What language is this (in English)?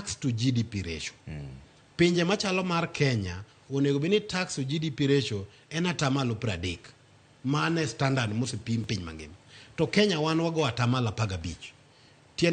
Luo (Kenya and Tanzania)